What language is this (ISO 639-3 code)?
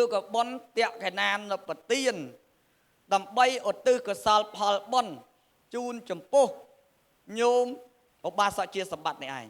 khm